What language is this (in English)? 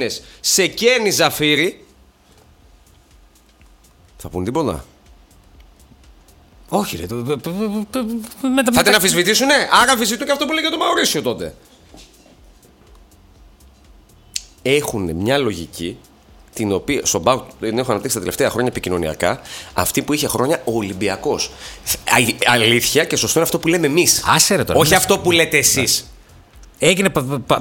Greek